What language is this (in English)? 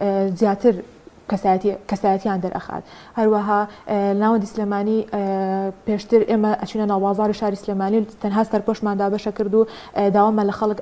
Central Kurdish